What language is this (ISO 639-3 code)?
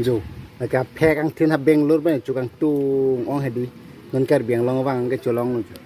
mjw